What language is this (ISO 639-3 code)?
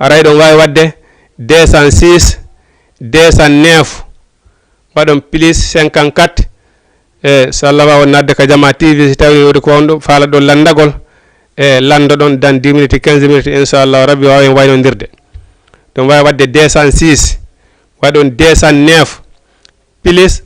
ful